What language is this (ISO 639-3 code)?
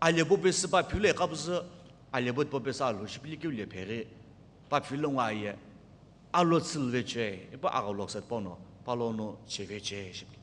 nsm